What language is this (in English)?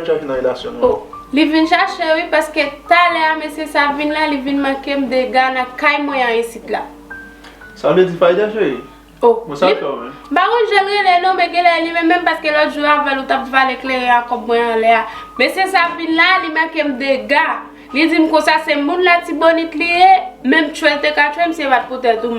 Haitian Creole